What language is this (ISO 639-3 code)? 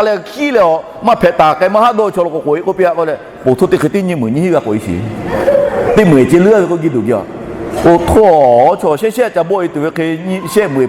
lhu